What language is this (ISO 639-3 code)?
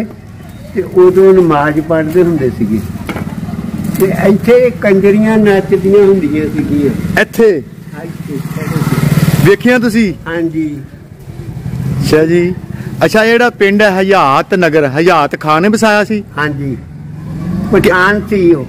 pan